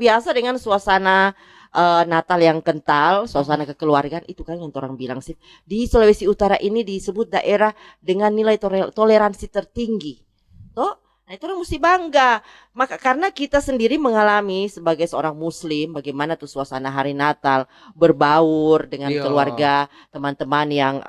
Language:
Manado Malay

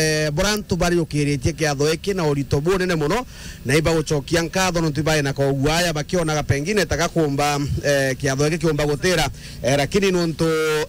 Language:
Meru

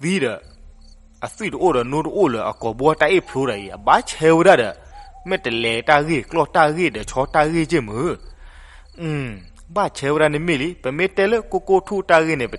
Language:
S'gaw Karen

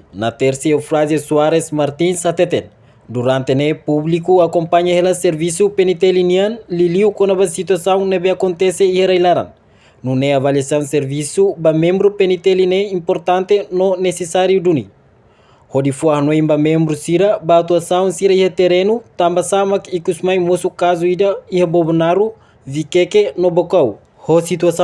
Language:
Tetum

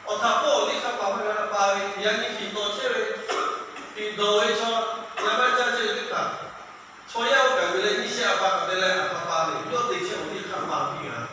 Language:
Lahu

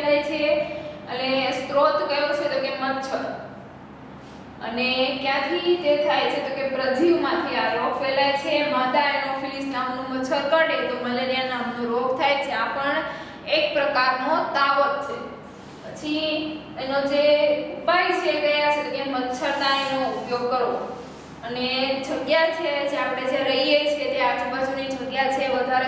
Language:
Gujarati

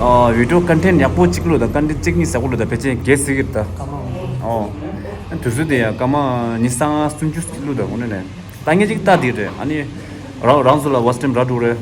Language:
Tibetan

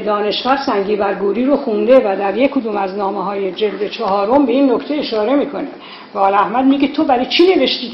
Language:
Persian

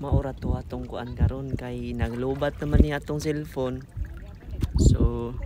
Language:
Cebuano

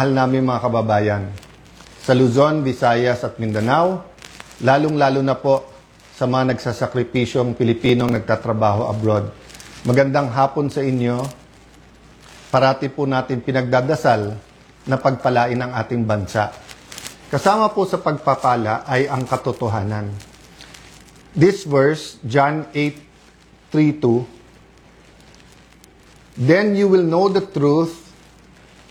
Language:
Filipino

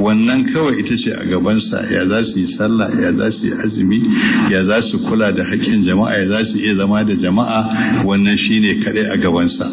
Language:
Hausa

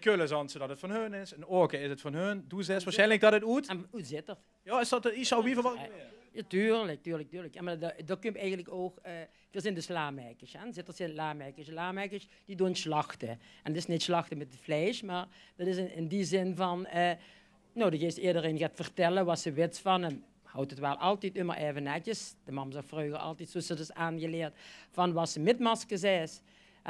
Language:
Limburgish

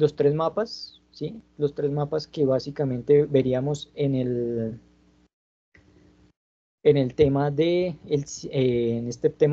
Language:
Spanish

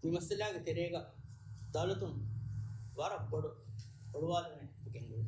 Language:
Divehi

